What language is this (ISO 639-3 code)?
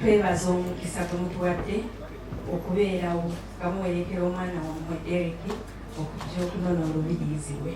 lug